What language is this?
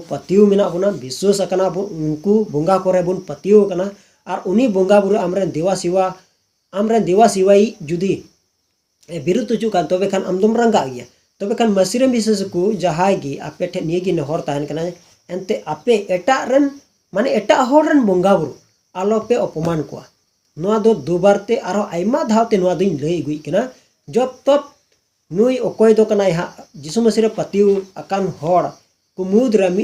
Santali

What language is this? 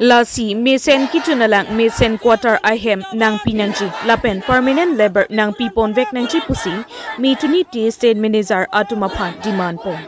Karbi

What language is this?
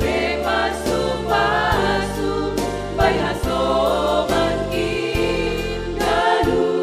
Batak Simalungun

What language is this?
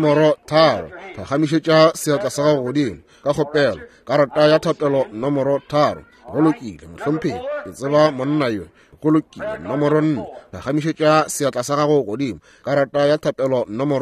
Northern Sotho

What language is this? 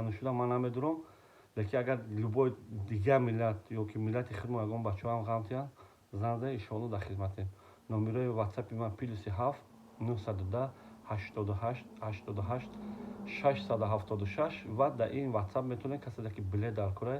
Tajik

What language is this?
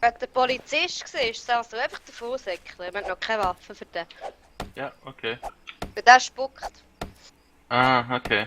Swiss German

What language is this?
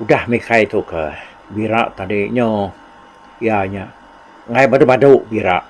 Iban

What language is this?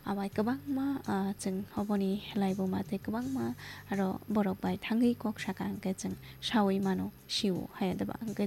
Kok Borok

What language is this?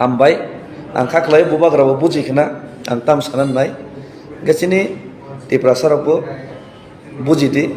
Kok Borok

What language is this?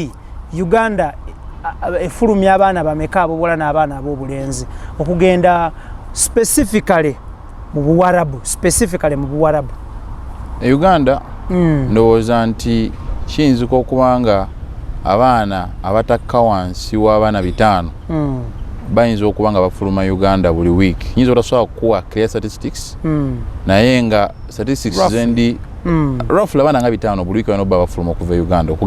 Ganda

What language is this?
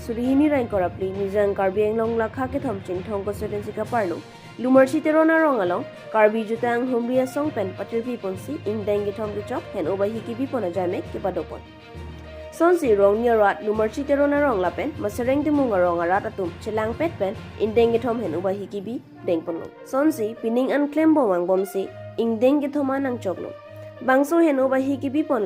Karbi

